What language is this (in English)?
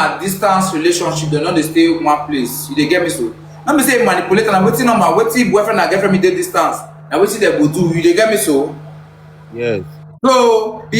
Nigerian Pidgin